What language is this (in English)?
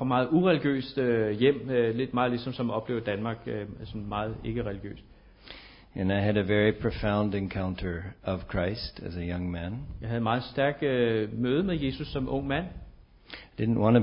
Danish